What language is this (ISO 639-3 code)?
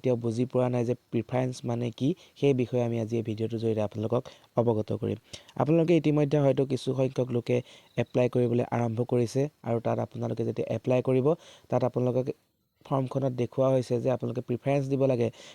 asm